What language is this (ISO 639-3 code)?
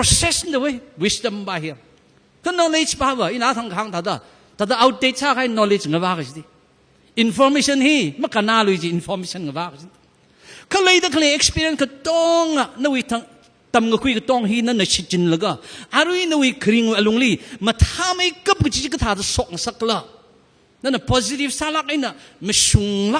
nmf